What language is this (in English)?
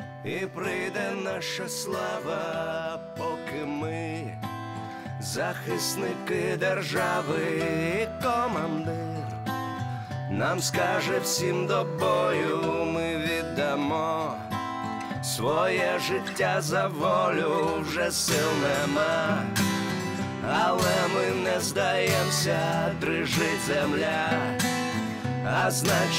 Ukrainian